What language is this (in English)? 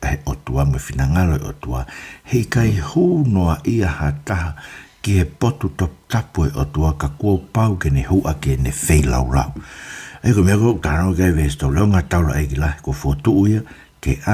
Tongan